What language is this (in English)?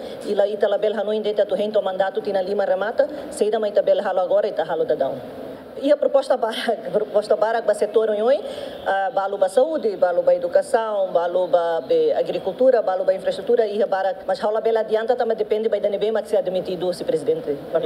Tetum